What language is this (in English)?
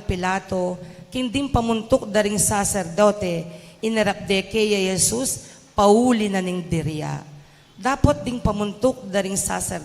Pampanga